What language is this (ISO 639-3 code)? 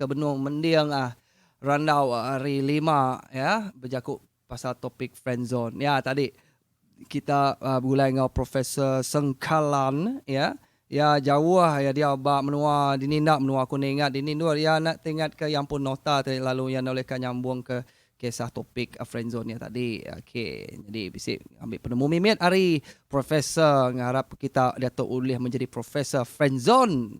iba